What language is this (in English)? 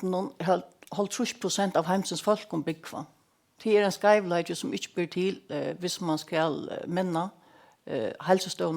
Faroese